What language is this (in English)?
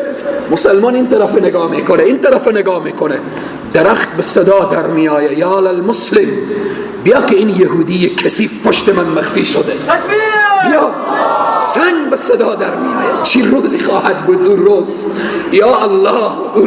Persian